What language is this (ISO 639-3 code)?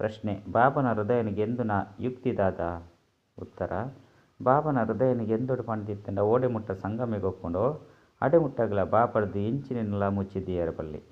tcy